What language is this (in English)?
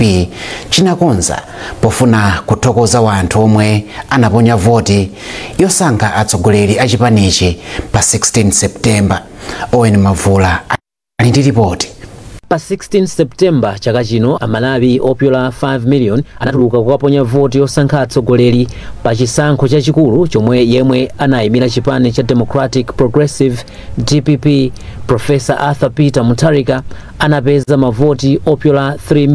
Nyanja